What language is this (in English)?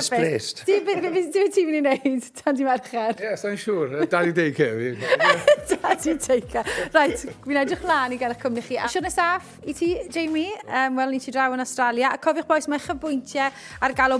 Welsh